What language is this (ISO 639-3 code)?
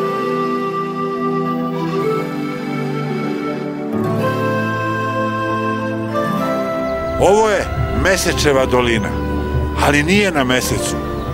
srp